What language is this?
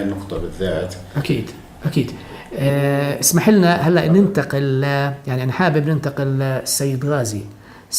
North Levantine Arabic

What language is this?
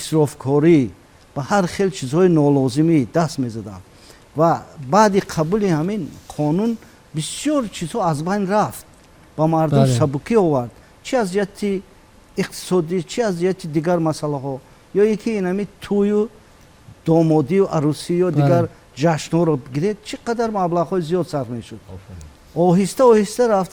Tajik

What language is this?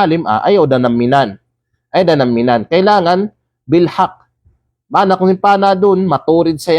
Kalagan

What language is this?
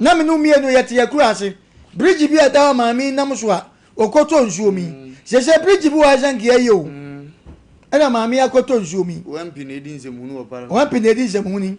Akan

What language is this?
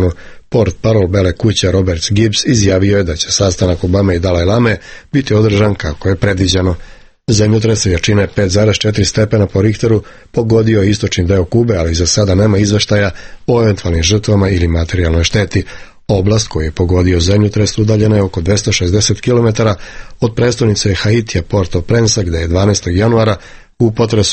Serbian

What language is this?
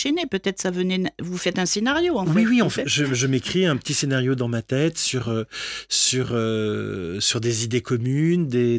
French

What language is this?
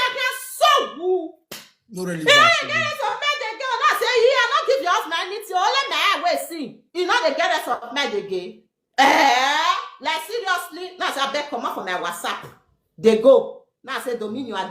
Nigerian Pidgin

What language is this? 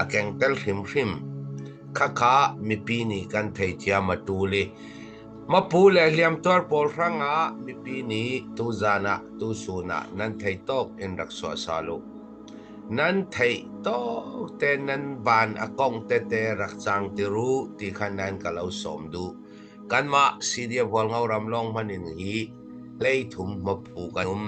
Falam Chin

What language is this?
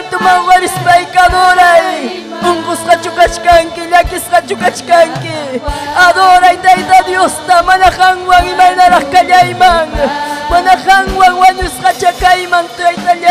Ayacucho Quechua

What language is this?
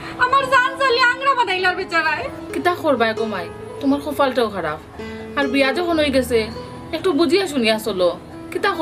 Sylheti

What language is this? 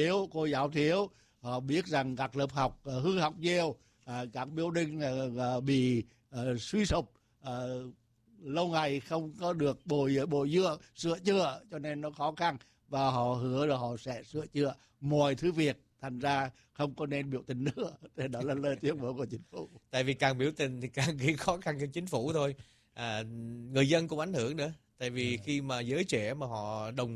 Vietnamese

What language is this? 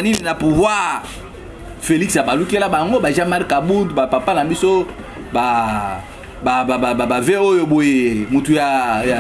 Lingala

